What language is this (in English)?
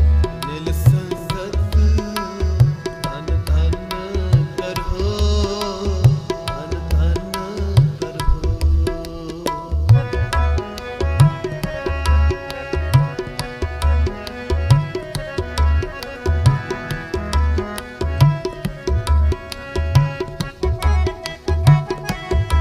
Punjabi